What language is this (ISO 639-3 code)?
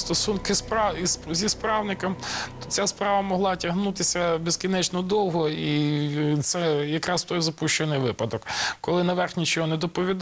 ukr